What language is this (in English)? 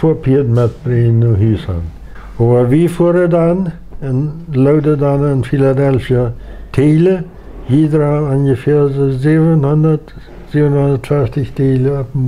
Plautdietsch